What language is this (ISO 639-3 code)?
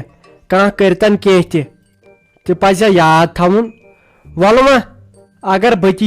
kas